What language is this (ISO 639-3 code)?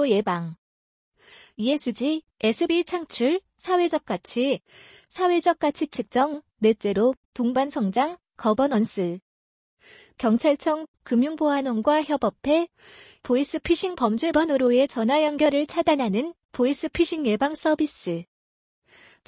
kor